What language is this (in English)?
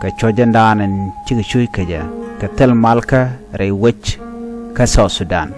Nuer